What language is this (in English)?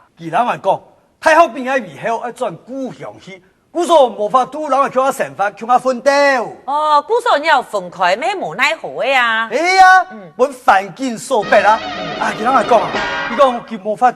Hakka Chinese